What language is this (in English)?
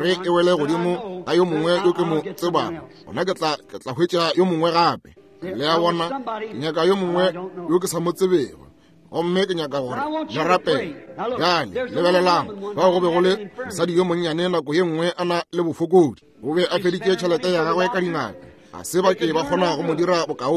Northern Sotho